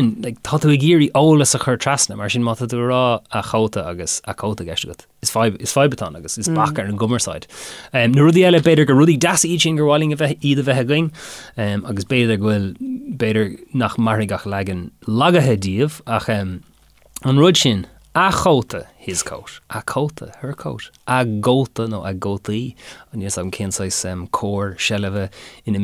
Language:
Irish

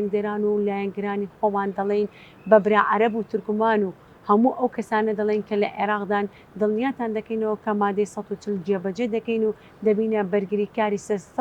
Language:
Central Kurdish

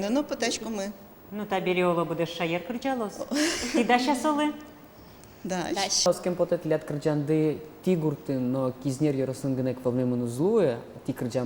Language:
Udmurt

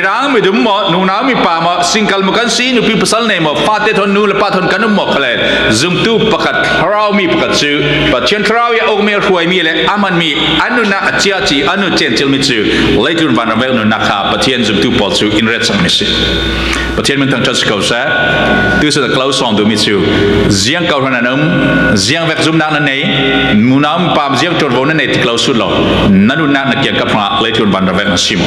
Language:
Falam Chin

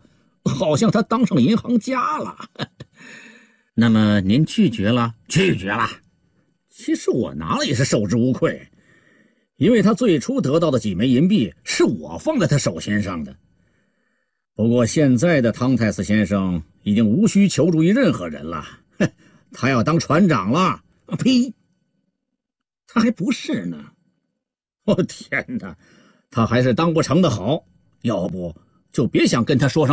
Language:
Chinese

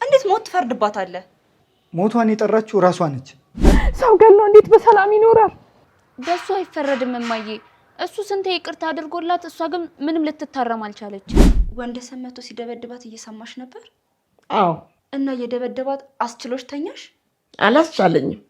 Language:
Amharic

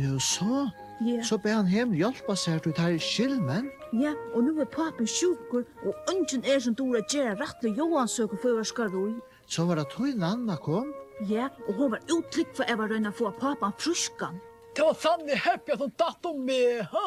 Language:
Faroese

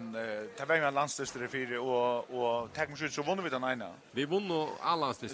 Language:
Faroese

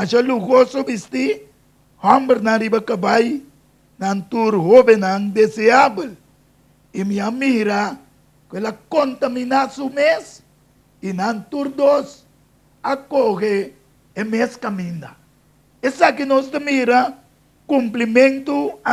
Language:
Papiamento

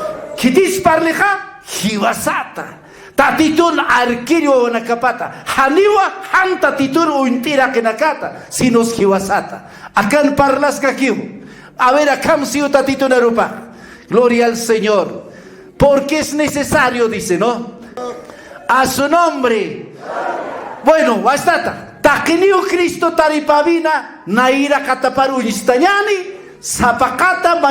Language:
Aymara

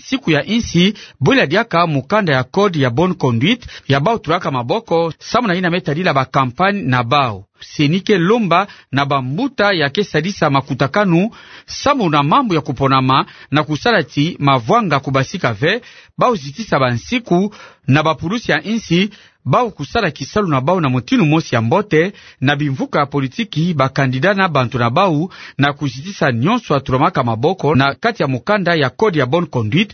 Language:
Kituba (Democratic Republic of Congo)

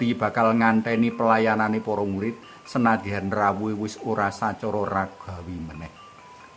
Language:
Javanese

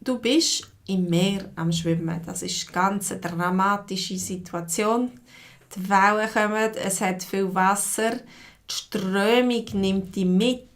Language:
Swiss German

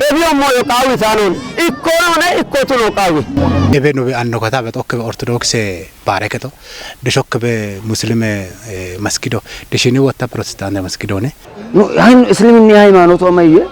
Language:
Kafa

